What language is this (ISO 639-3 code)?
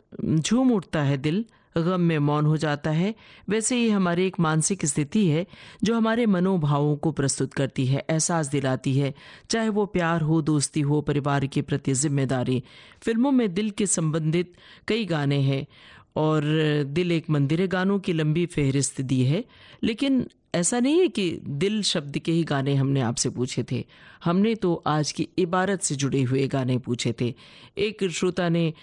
hin